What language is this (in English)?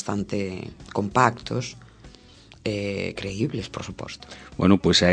Galician